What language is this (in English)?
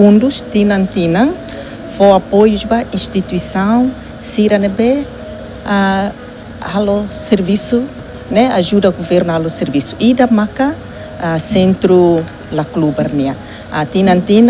Tetum